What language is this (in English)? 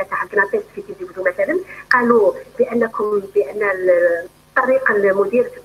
Algerian Arabic